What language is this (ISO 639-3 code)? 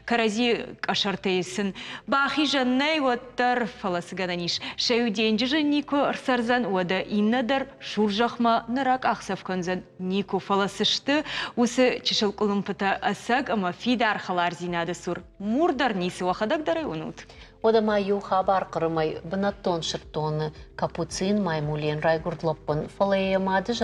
oss